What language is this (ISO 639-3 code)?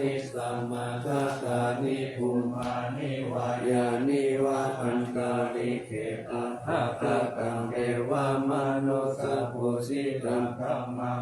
pli